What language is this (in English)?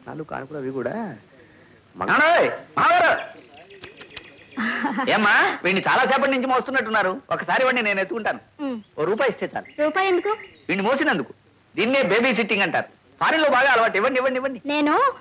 Telugu